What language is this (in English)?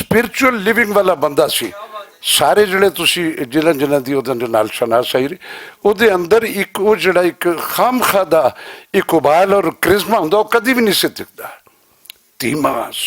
Western Panjabi